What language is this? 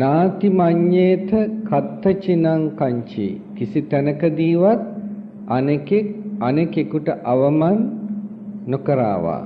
Sinhala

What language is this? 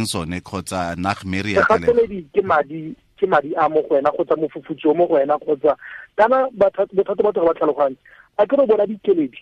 Tswana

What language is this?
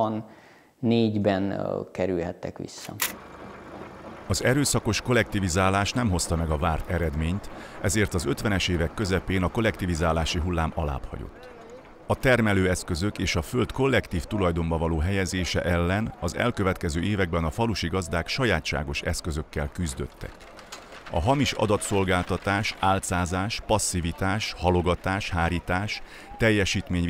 Hungarian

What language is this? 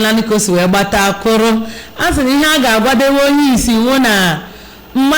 Igbo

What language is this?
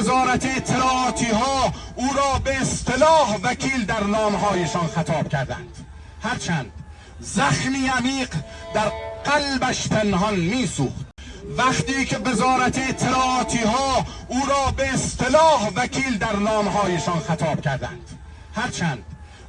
Kurdish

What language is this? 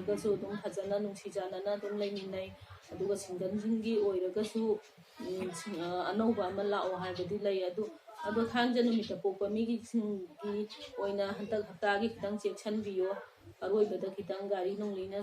Manipuri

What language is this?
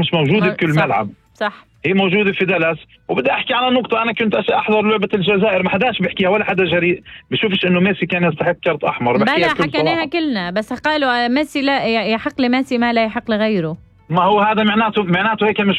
North Levantine Arabic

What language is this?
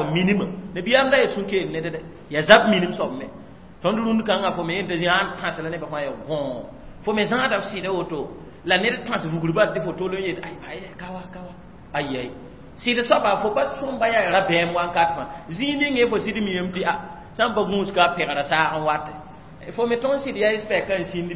Mossi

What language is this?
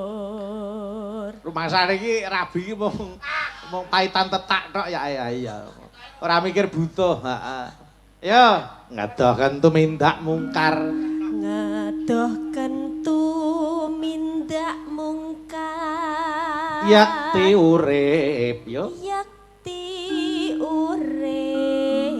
Javanese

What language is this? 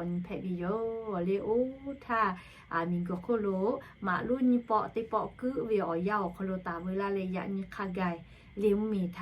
Lahu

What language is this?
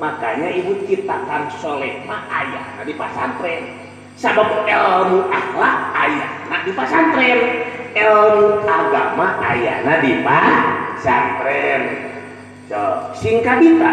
Sundanese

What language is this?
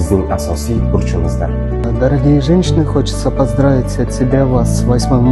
Kara-Kalpak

